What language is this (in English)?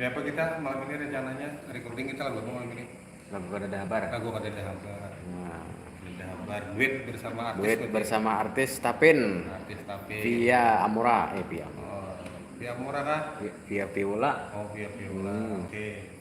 Banjar